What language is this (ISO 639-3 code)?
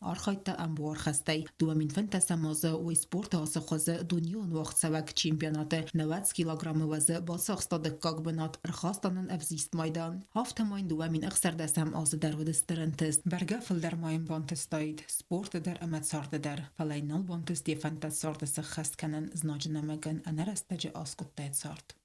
oss